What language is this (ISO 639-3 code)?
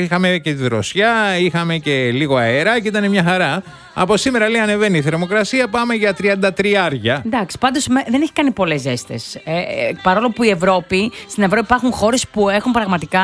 ell